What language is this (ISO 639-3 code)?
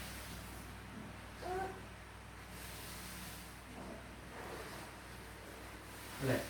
lao